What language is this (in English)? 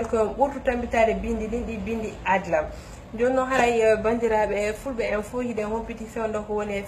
Fula